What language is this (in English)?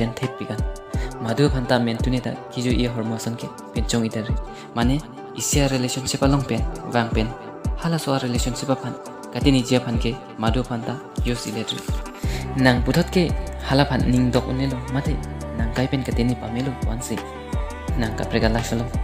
Karbi